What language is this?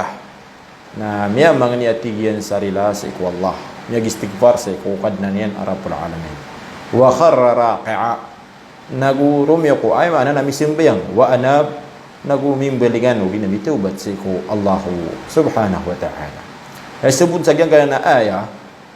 Maranao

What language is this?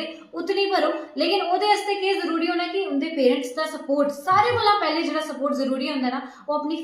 Dogri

